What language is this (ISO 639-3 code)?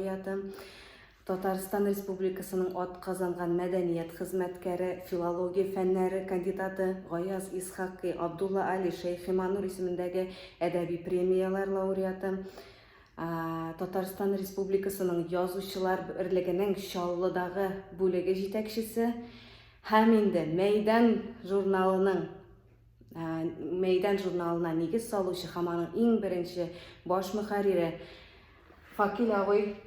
tat